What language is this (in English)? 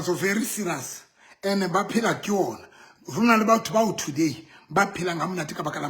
Southern Sotho